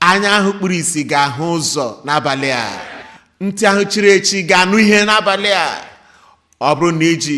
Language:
Igbo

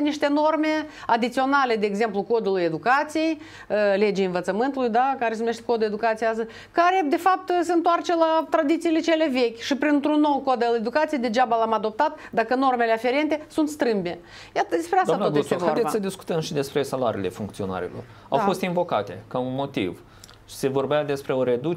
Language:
Romanian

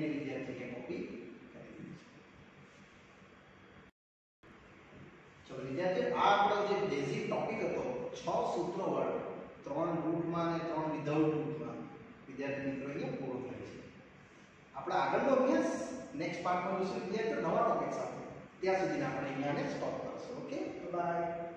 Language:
Gujarati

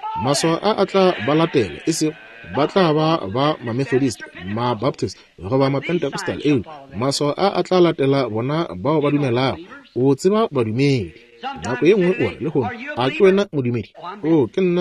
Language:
Northern Sotho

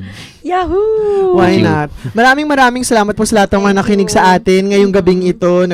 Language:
Filipino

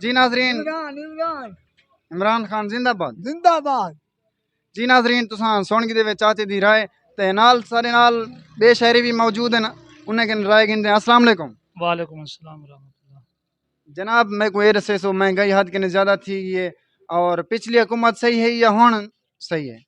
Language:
Saraiki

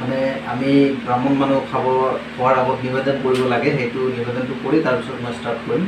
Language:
Assamese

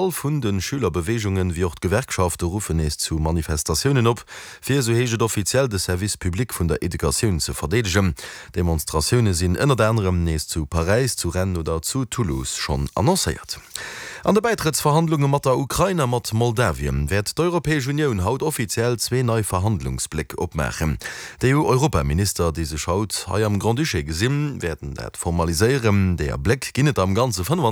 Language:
Luxembourgish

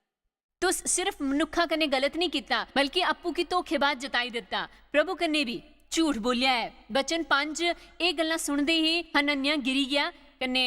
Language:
Dogri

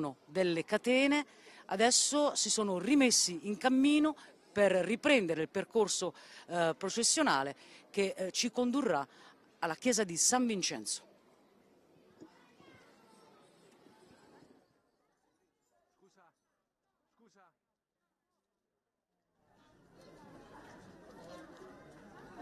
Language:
Italian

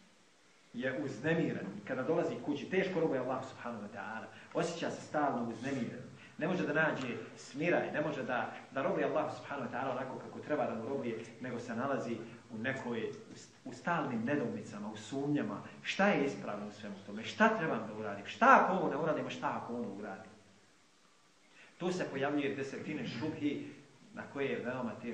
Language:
Bosnian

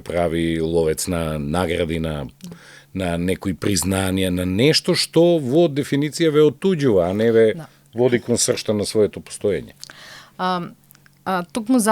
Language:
Macedonian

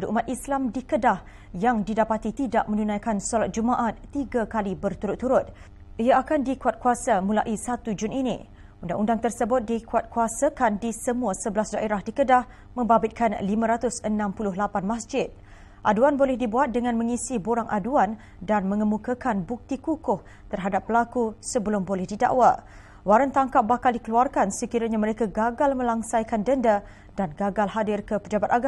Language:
Malay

